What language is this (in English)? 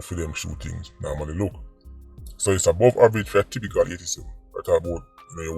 Jamaican Creole English